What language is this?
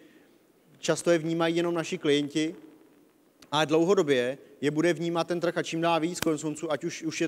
Czech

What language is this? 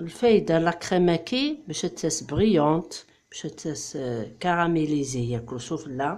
Kabyle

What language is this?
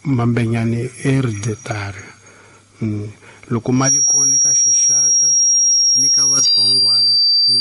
Tsonga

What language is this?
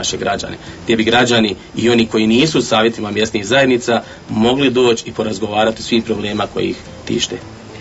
Bosnian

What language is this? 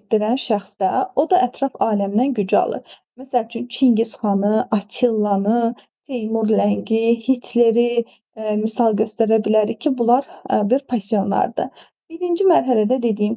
Azerbaijani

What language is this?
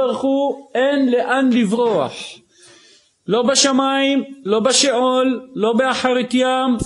Hebrew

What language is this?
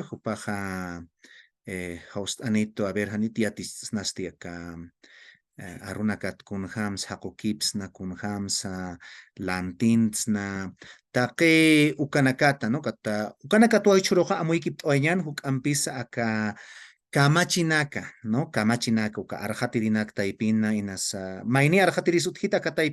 Aymara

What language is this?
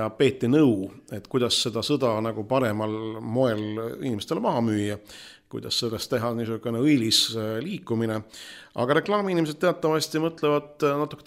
Estonian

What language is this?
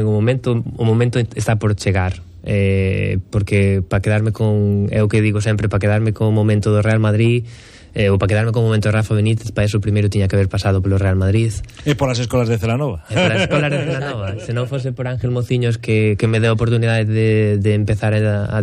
Galician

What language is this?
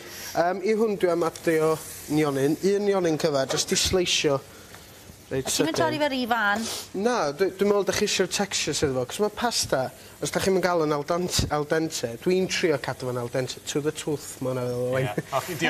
Welsh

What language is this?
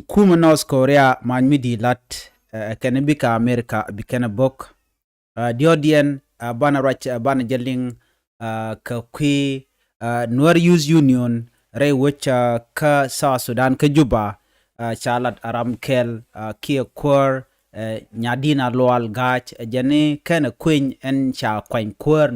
Nuer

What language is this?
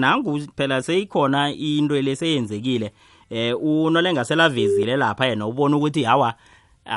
South Ndebele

